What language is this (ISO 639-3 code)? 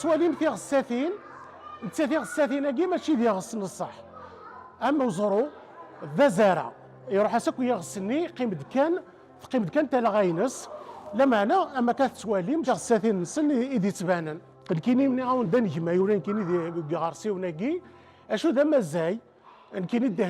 kab